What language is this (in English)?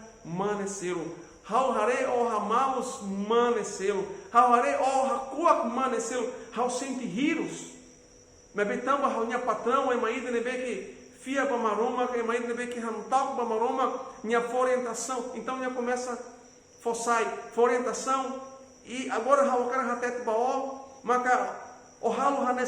Tetum